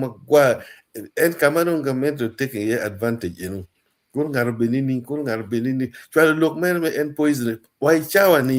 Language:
Acoli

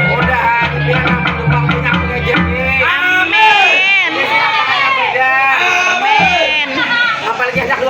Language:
Banjar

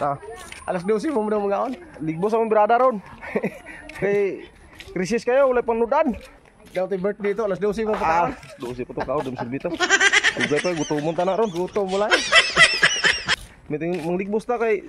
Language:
Cebuano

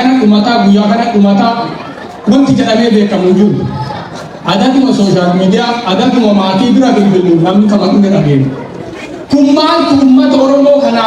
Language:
Oromo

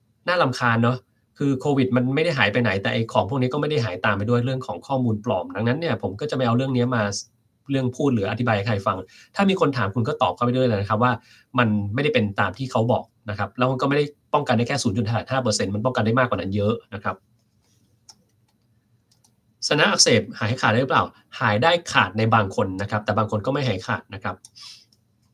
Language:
Thai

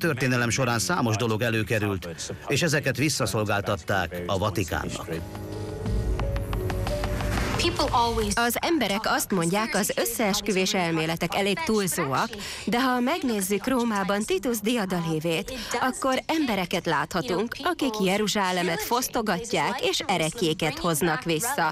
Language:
Hungarian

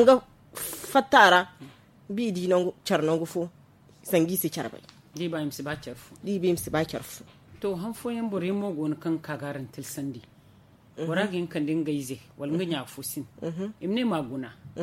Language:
Zarma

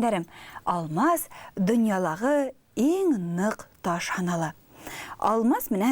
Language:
Bashkir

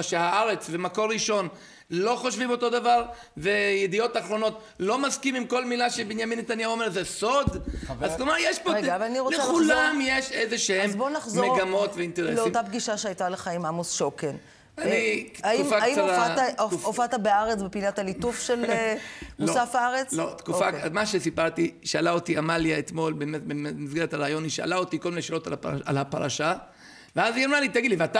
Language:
Hebrew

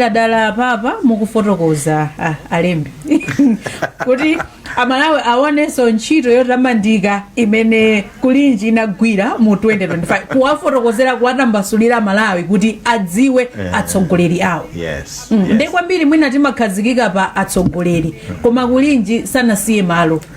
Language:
Nyanja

